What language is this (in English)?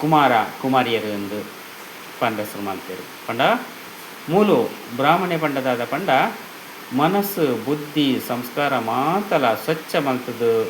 Tulu